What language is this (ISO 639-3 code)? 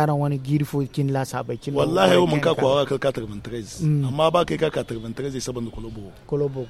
dje